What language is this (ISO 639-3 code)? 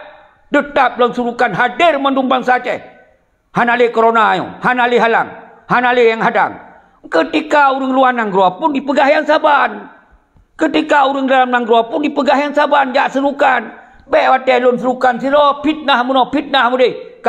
ace